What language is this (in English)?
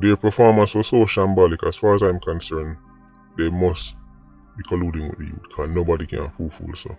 Jamaican Creole English